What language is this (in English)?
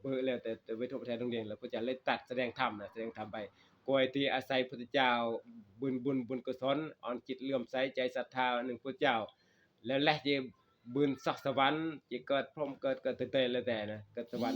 Northeastern Thai